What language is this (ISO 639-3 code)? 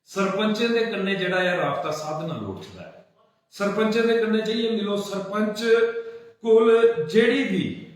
doi